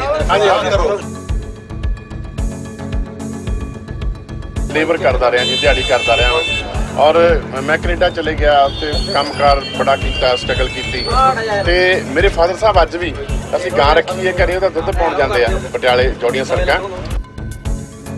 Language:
Punjabi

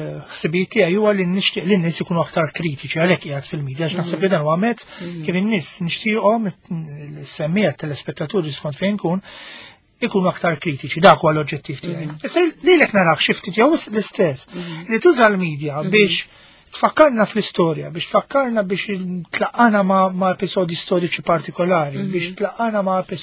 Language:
Maltese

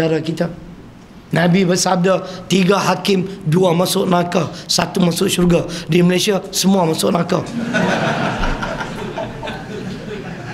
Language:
Malay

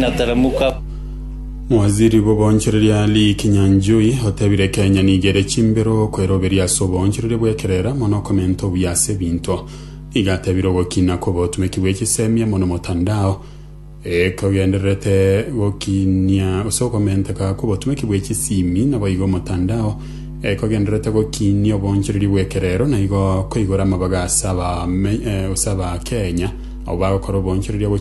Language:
Gusii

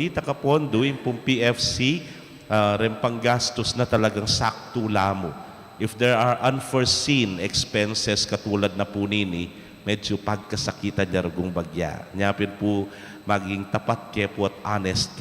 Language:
Pampanga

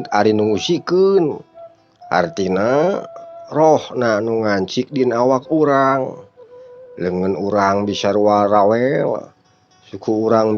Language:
Sundanese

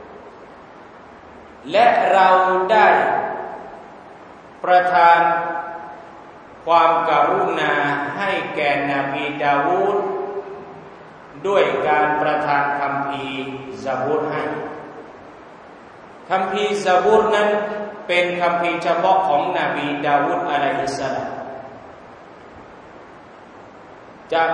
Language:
Thai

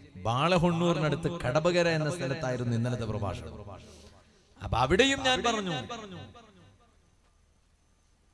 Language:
Malayalam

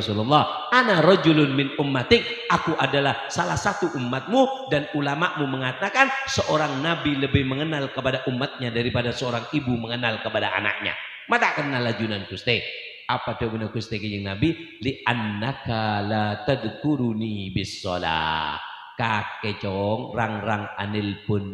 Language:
Madurese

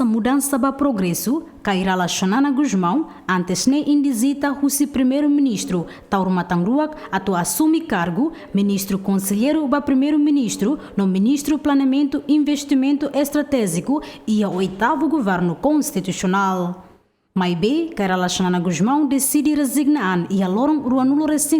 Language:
Tetum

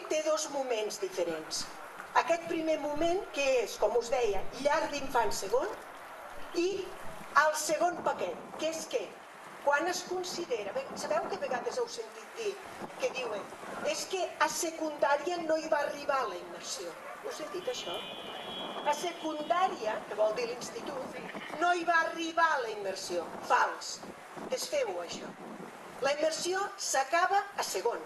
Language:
Catalan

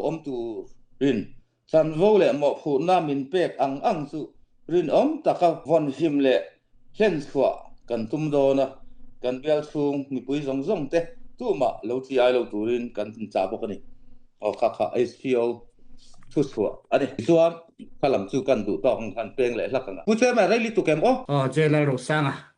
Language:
Falam Chin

